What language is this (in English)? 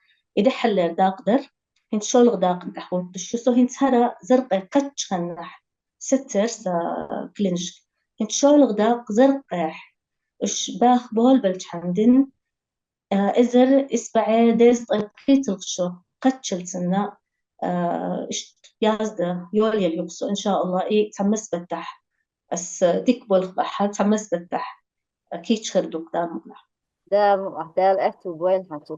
Chechen